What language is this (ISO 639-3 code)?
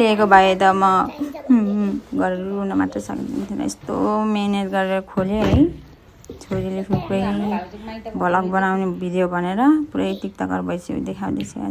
nep